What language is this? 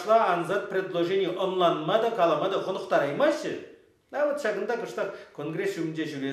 Chuvash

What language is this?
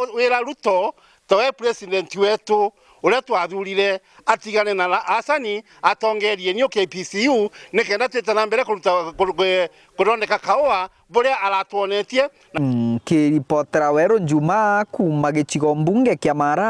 Meru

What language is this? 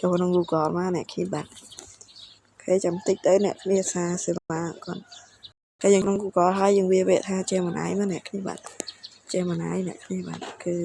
Khmer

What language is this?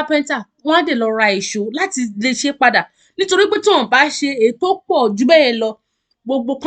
Yoruba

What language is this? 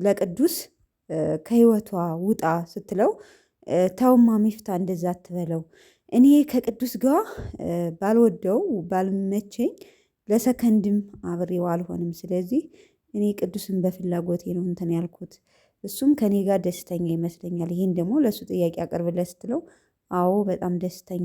Amharic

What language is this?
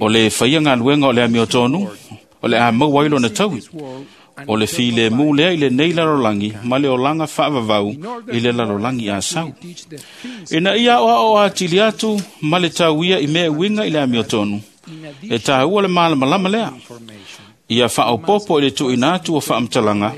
Samoan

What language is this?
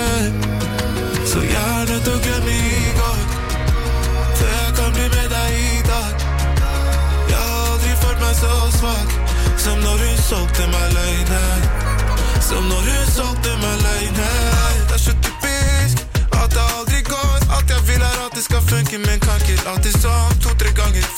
Norwegian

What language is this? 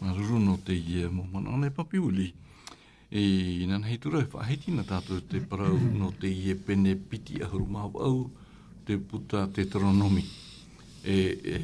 Tahitian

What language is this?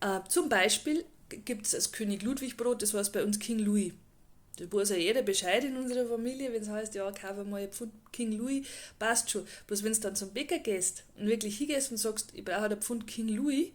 Bavarian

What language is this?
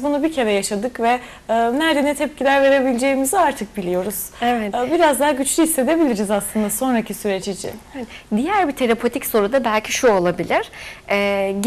Turkish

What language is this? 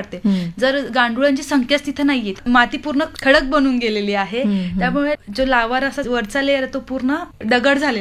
Marathi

